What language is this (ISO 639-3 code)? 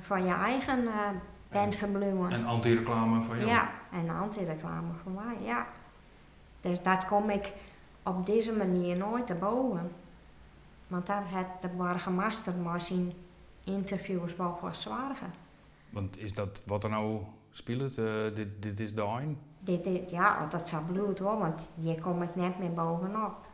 fry